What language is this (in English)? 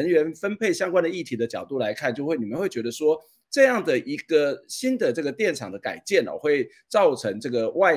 Chinese